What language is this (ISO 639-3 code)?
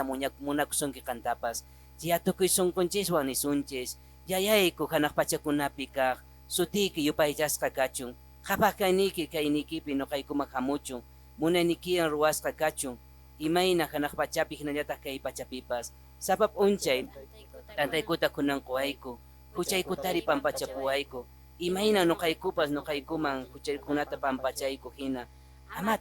que